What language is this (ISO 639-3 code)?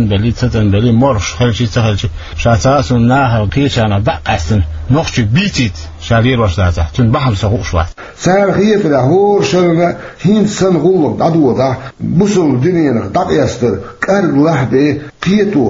che